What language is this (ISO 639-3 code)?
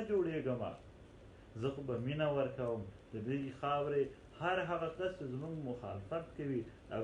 pus